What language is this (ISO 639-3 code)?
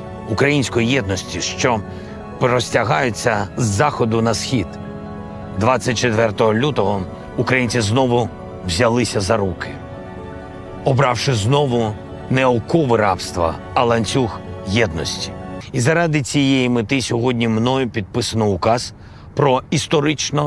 ukr